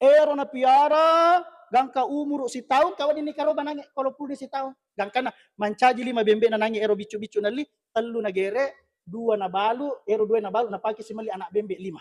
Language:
Buginese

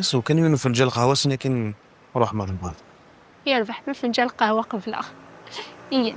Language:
Kabyle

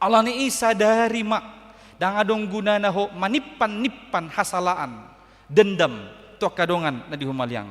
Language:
Batak Toba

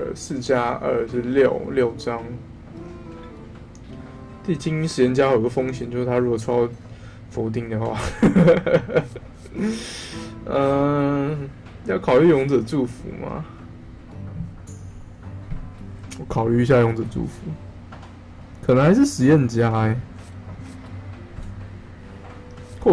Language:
Chinese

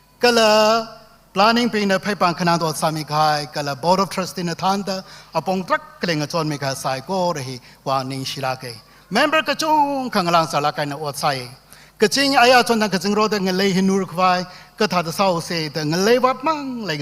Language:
Tangkhul Naga (India)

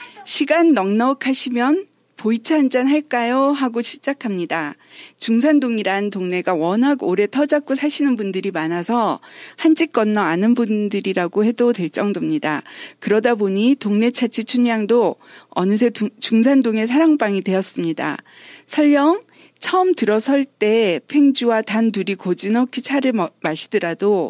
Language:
Korean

